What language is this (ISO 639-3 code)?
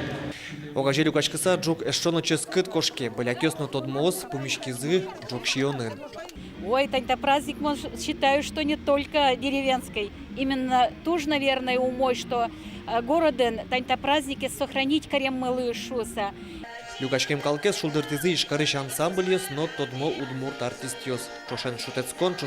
udm